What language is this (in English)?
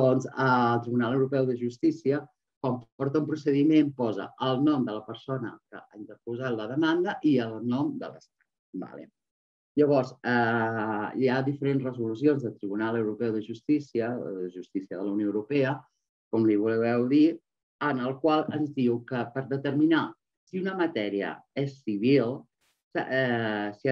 Catalan